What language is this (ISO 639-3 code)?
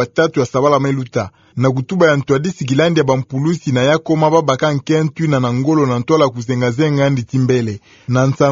ktu